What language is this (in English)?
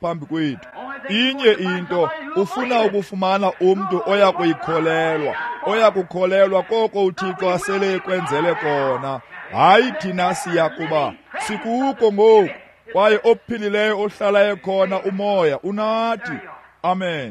Xhosa